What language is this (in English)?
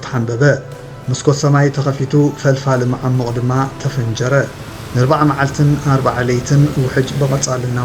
Tigrinya